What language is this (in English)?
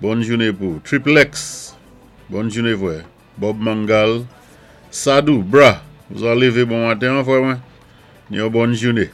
Saint Lucian Creole French